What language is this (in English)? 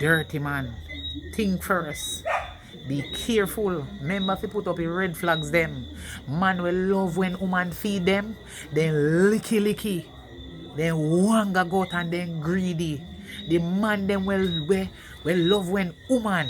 Jamaican Creole English